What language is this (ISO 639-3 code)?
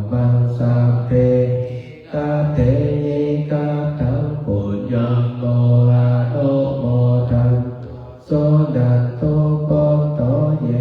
pli